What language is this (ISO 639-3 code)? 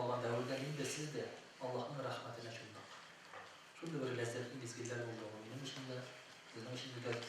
tat